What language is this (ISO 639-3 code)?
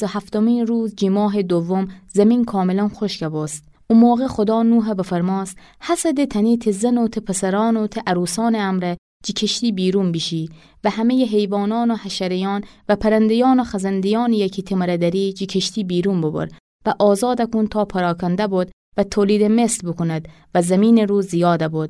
glk